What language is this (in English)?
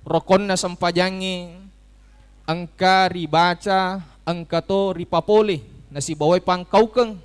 Buginese